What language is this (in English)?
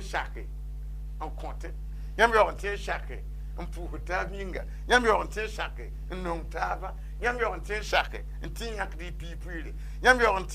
Mossi